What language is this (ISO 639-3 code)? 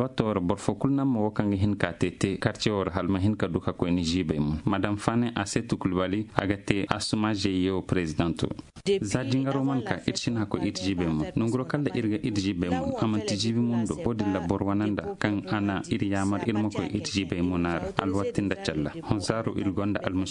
dje